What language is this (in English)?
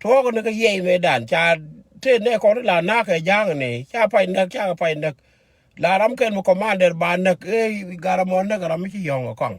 Nuer